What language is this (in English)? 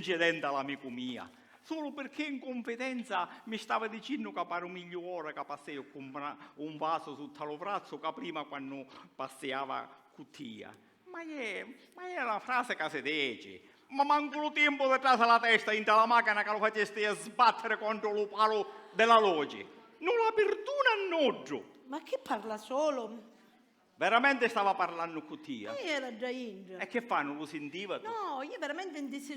Sicilian